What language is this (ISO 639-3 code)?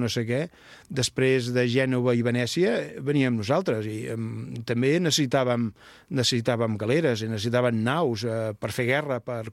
cat